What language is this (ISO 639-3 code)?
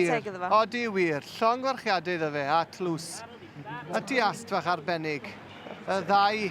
cym